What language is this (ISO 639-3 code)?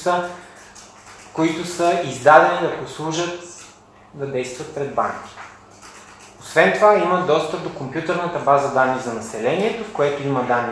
bul